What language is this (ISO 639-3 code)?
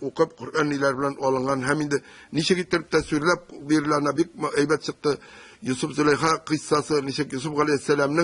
tat